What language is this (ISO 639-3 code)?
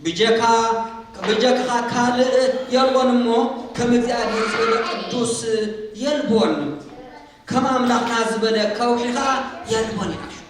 tir